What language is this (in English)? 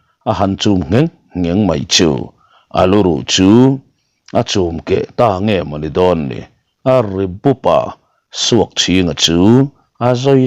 Mizo